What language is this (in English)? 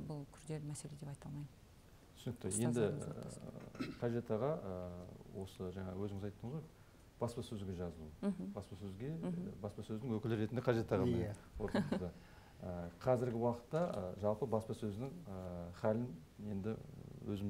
Kazakh